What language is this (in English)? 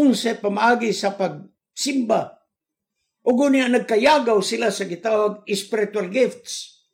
Cebuano